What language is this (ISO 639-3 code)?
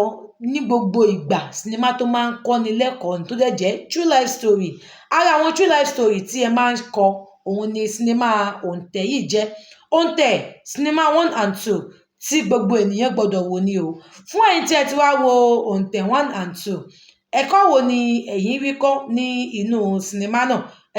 yor